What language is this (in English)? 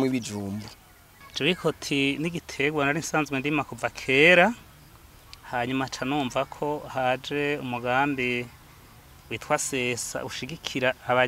Rundi